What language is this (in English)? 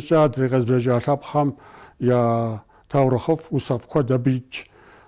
Kabardian